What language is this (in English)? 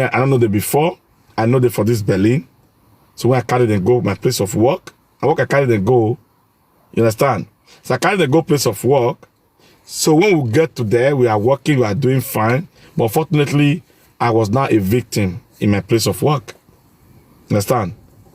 Nigerian Pidgin